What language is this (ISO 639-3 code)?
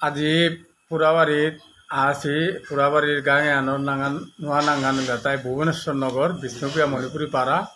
bpy